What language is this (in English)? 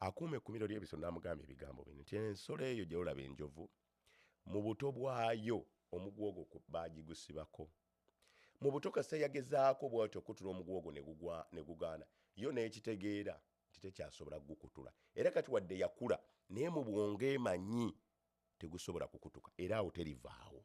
Ganda